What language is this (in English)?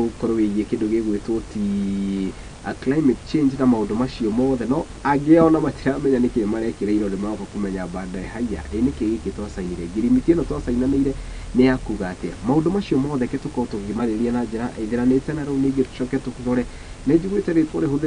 Kikuyu